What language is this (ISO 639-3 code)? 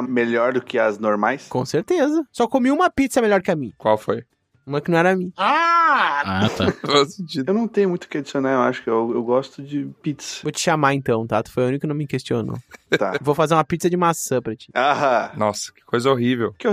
por